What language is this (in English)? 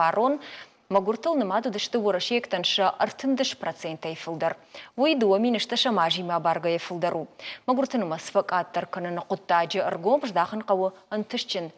Ossetic